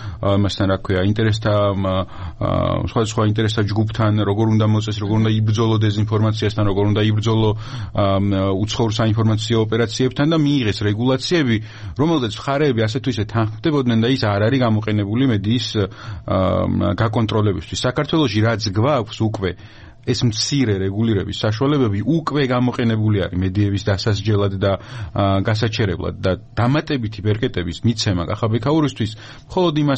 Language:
Georgian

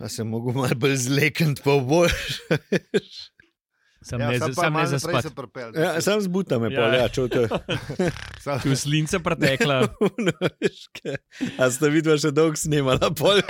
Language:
Slovenian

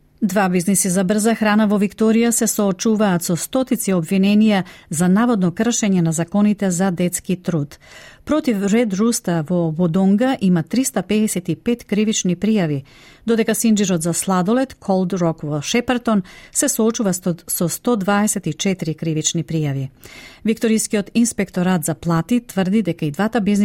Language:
Macedonian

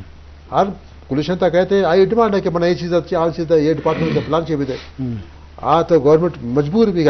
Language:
Eastern Balochi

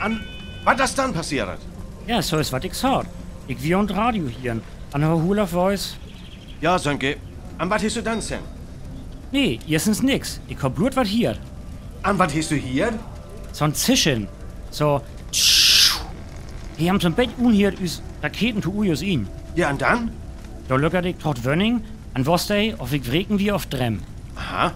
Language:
Northern Frisian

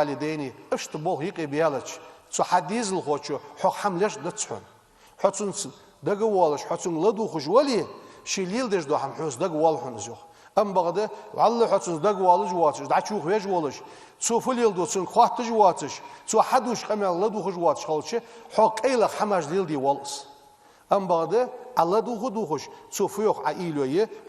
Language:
Ingush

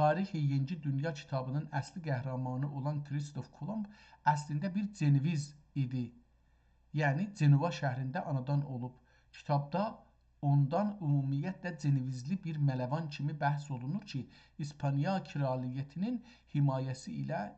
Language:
South Azerbaijani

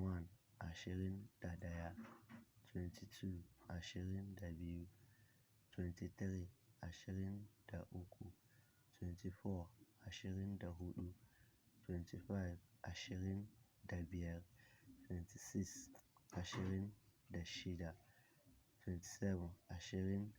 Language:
Hausa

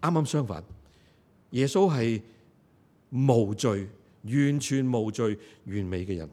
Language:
Cantonese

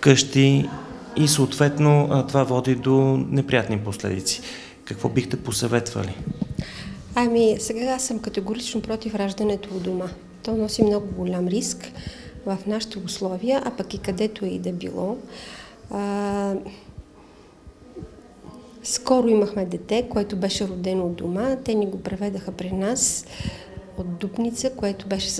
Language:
Bulgarian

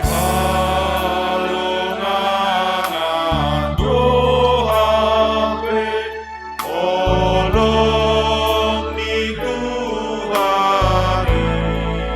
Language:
Batak Simalungun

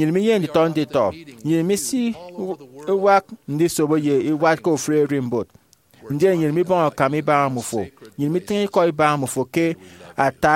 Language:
Efik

